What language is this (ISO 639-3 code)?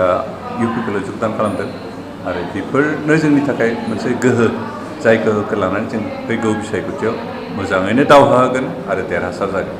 brx